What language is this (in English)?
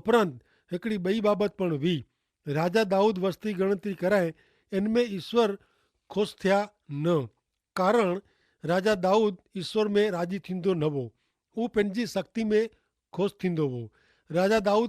Kachhi